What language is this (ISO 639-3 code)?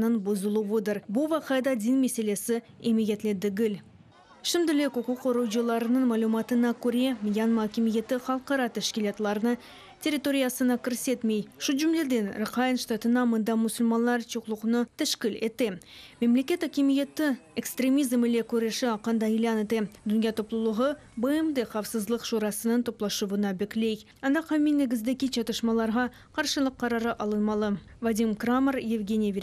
crh